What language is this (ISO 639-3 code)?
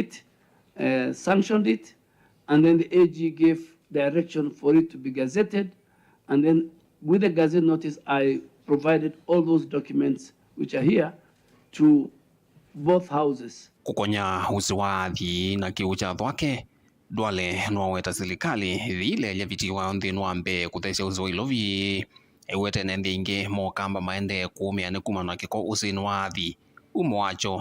kam